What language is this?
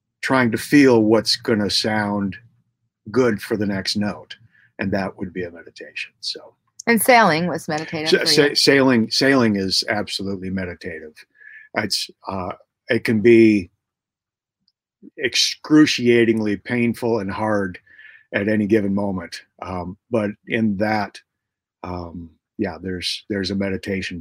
English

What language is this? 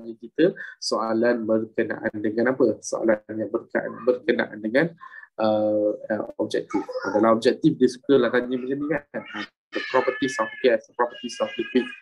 Malay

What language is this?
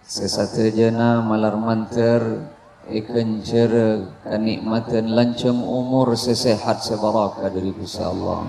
Madurese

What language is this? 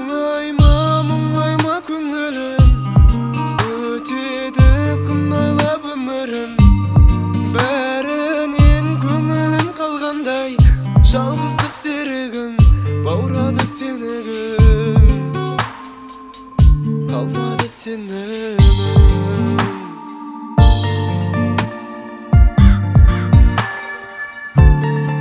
Kazakh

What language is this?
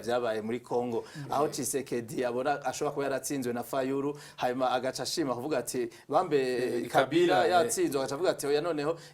Rundi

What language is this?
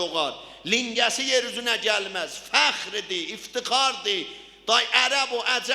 South Azerbaijani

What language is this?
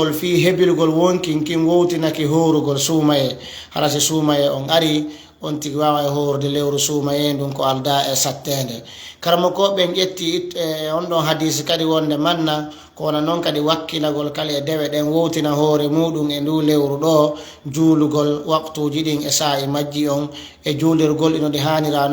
Fula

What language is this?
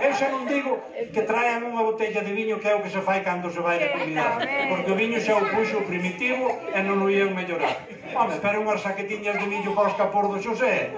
Galician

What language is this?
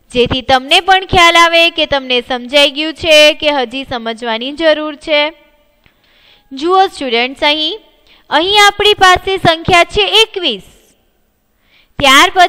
Gujarati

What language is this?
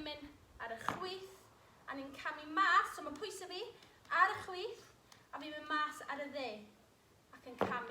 Welsh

